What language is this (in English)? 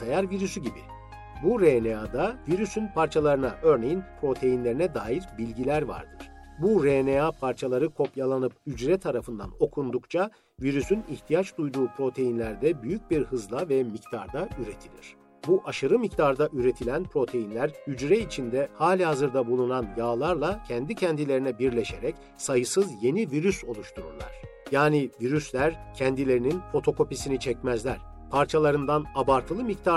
Turkish